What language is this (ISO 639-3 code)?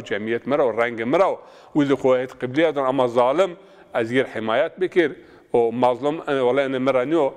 zza